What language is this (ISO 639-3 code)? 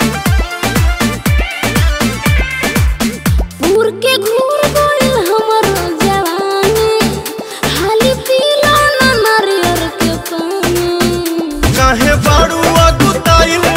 bho